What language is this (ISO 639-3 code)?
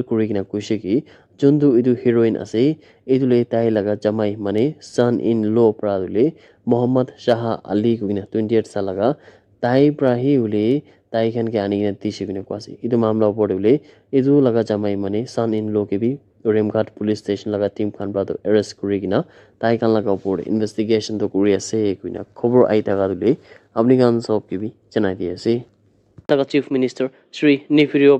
nag